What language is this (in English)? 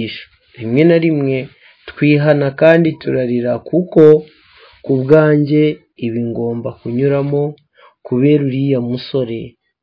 Kinyarwanda